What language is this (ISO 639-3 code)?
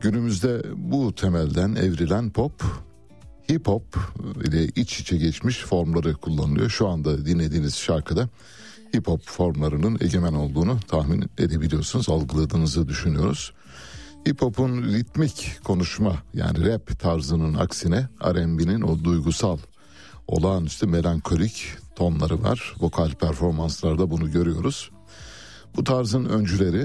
tur